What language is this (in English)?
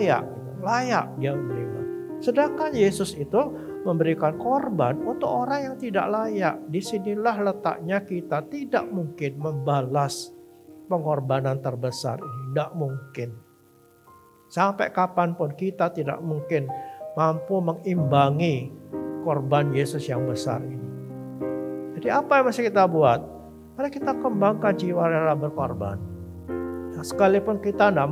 Indonesian